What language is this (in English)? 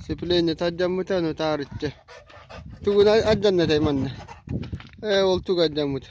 Yakut